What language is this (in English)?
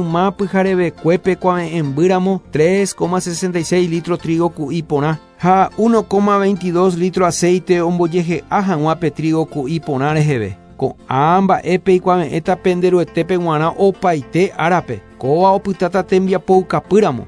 Guarani